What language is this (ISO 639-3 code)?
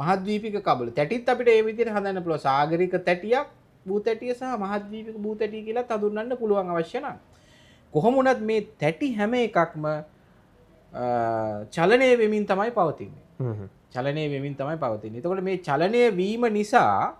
sin